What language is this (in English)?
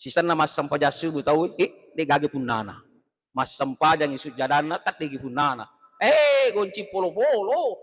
Buginese